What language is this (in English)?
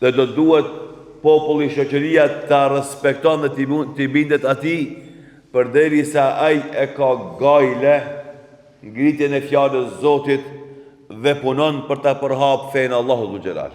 Albanian